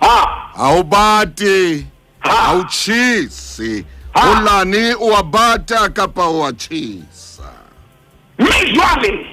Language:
Southern Sotho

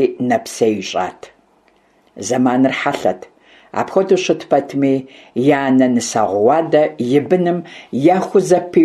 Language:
Kabardian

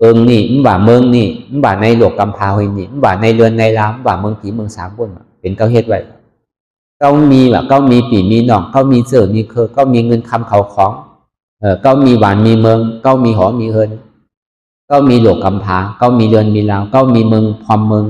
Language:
Shan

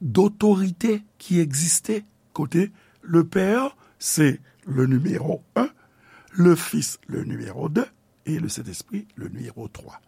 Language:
Haitian Creole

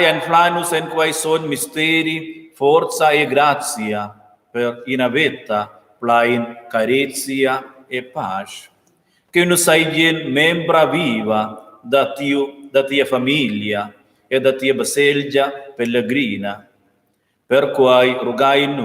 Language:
Romansh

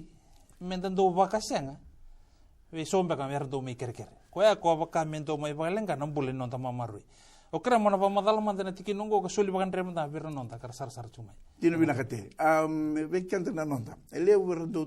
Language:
Fijian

